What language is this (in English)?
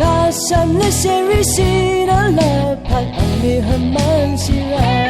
Rawang